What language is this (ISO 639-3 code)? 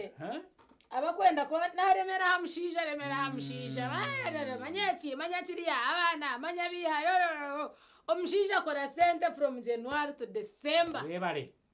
nyn